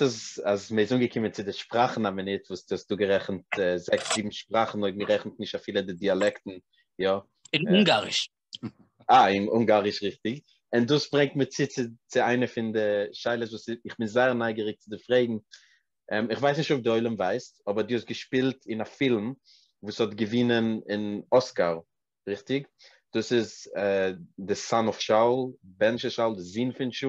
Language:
Yiddish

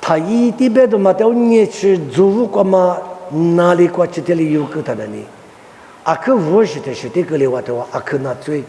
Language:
Lisu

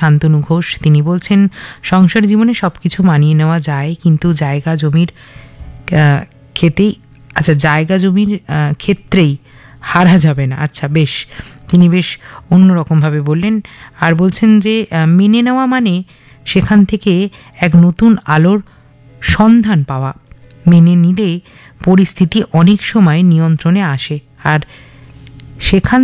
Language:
Bangla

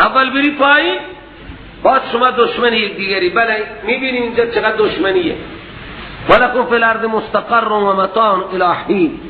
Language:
Persian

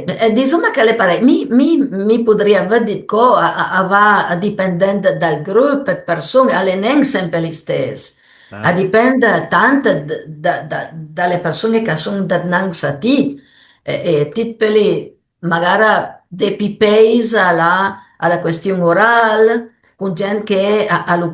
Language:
Piedmontese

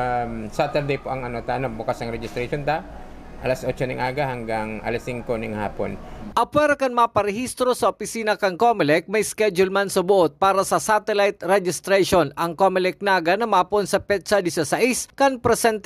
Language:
Bikol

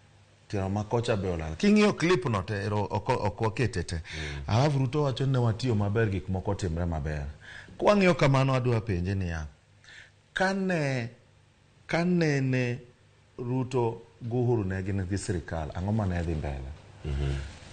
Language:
Luo (Kenya and Tanzania)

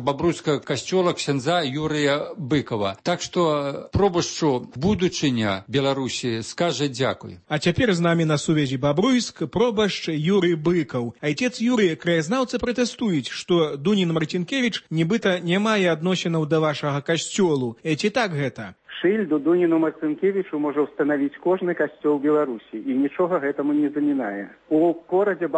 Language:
Belarusian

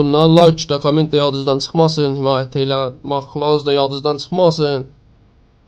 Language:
South Azerbaijani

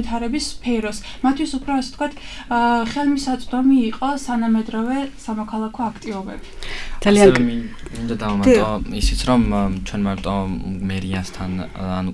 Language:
Georgian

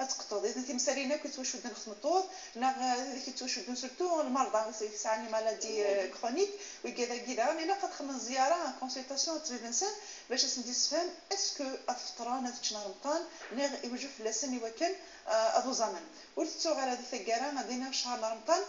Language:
Moroccan Arabic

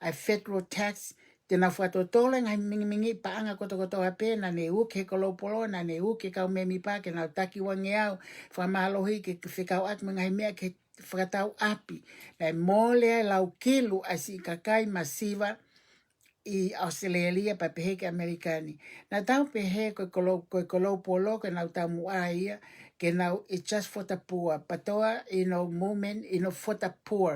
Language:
Tongan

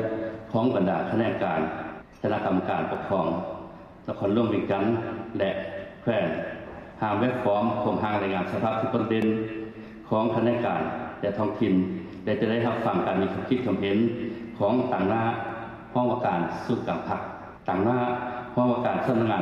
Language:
Lao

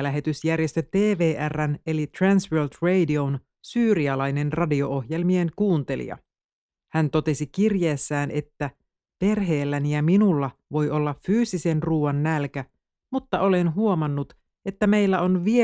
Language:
Finnish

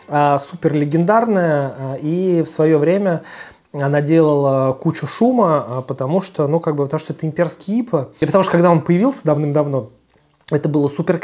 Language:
Russian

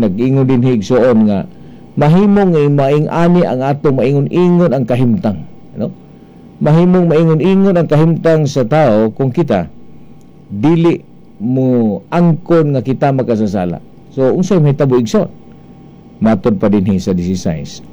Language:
Cebuano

